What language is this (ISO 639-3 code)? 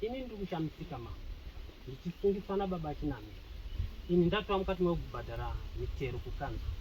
sna